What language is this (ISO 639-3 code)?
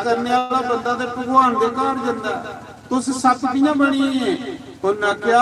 doi